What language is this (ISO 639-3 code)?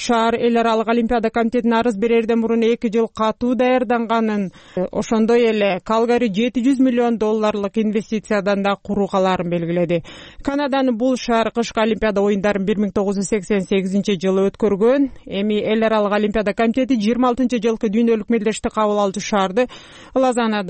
kir